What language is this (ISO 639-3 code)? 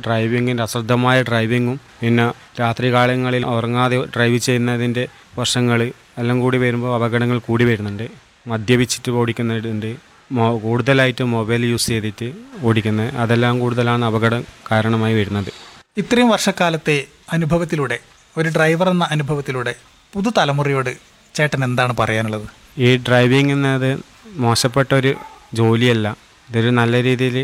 mal